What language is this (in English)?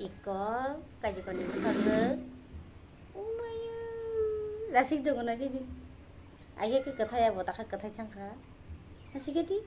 Kok Borok